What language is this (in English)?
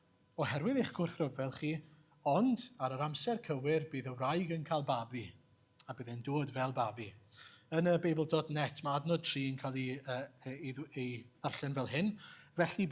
Welsh